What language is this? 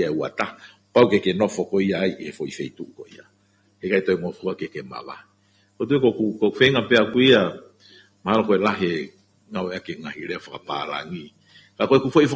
Tongan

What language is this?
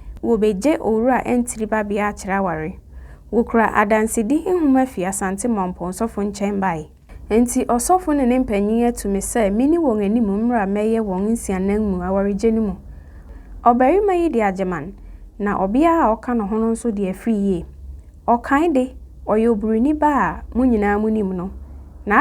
Akan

